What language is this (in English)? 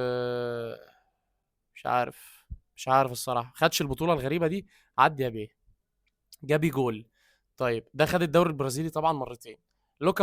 Egyptian Arabic